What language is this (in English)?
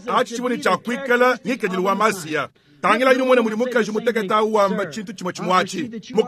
Luba-Lulua